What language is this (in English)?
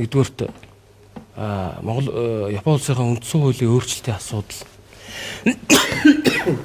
Mongolian